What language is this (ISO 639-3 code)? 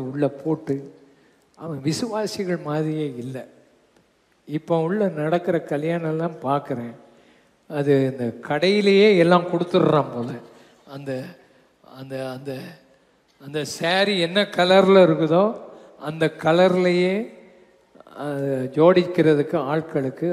tam